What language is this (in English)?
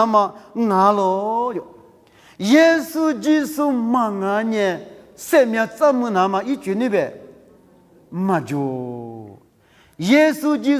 Lisu